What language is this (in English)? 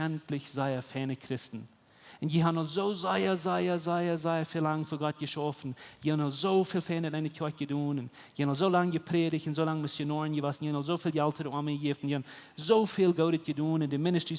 Plautdietsch